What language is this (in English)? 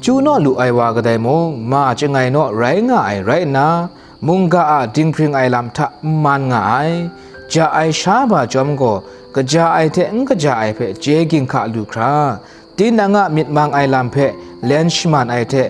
Kachin